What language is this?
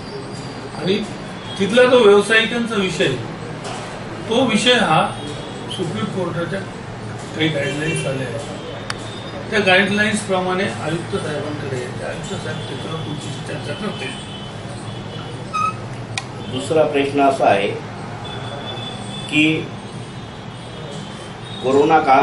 Marathi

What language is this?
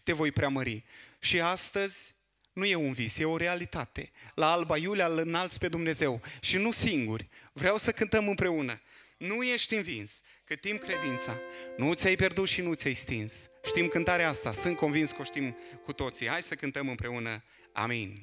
Romanian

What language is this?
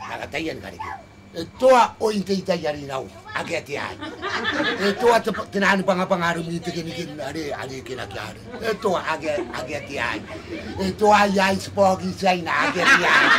Gilbertese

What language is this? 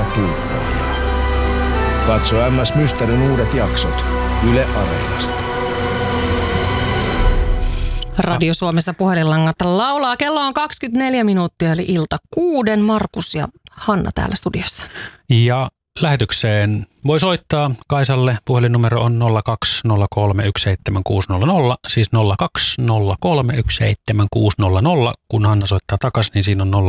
Finnish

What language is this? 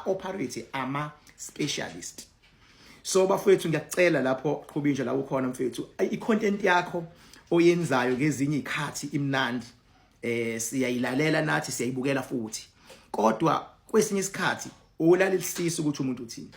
Zulu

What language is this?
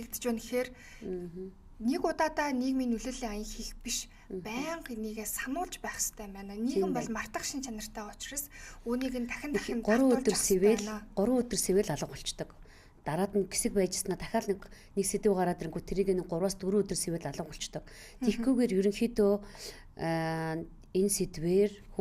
Mongolian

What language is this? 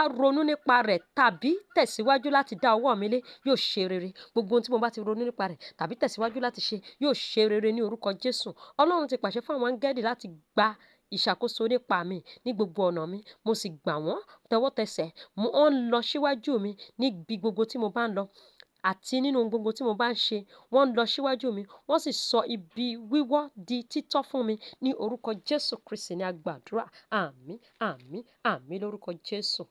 Yoruba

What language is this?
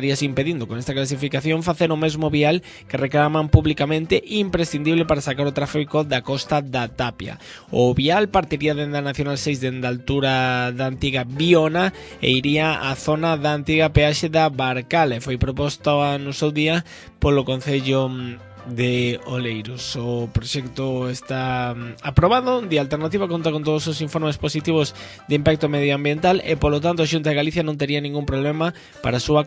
Galician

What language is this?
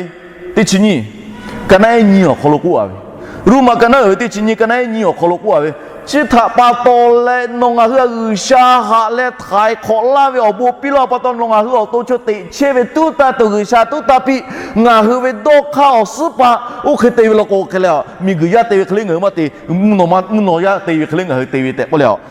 Lahu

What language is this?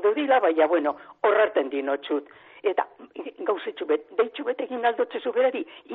Basque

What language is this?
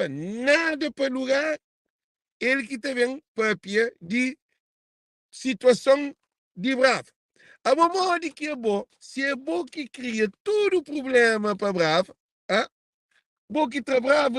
Kabuverdianu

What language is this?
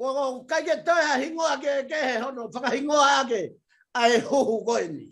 Tongan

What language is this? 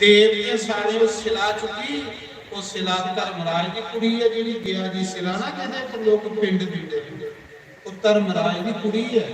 Dogri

